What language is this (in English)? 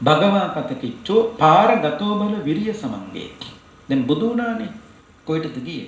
Sinhala